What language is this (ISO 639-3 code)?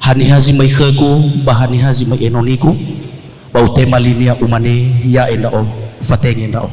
nia